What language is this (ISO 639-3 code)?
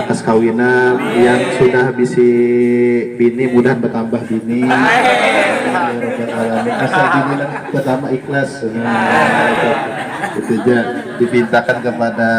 bjn